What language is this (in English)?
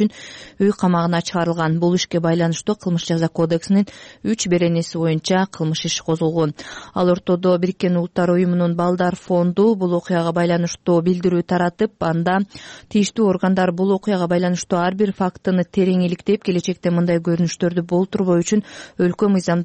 Kyrgyz